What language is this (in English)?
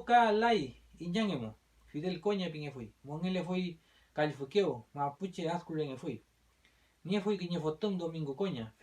Mapuche